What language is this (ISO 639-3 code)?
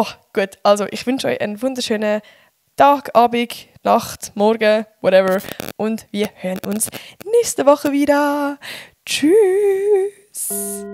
gsw